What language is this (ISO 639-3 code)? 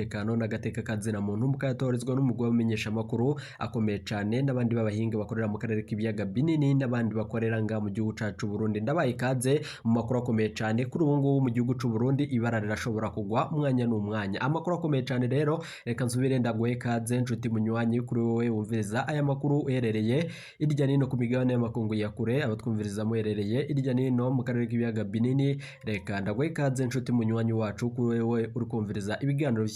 run